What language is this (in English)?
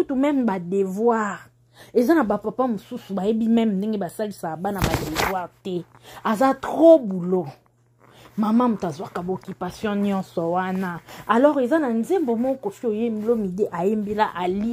Lingala